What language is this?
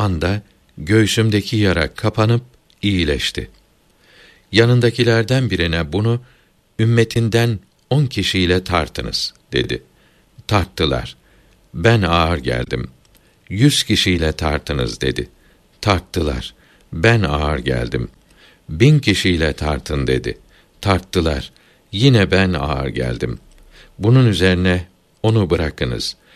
Turkish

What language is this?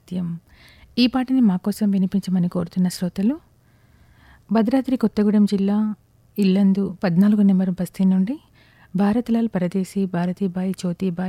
Telugu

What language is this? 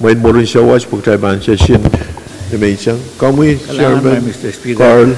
Pohnpeian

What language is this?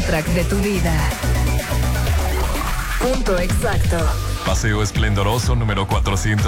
Spanish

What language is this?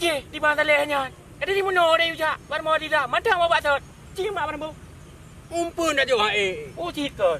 Achinese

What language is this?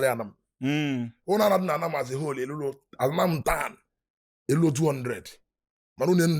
Igbo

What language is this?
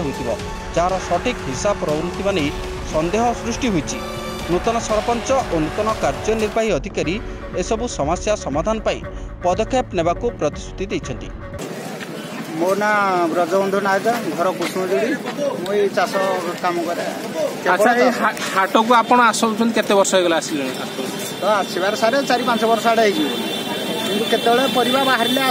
Odia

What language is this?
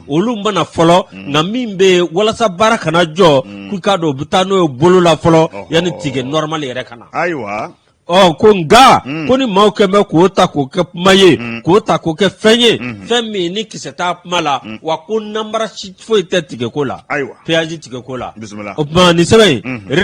Bambara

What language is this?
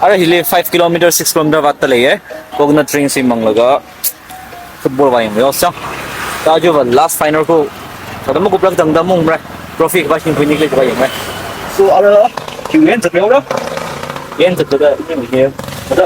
Tangkhul Naga (India)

